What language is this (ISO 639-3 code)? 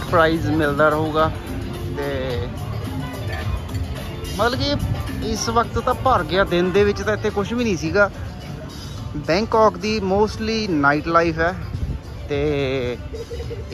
pan